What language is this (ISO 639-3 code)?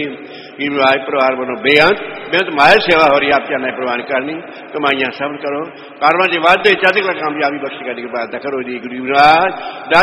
pan